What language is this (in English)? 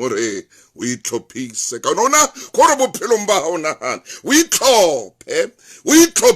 Southern Sotho